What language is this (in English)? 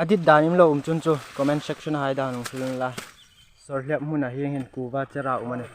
Hmar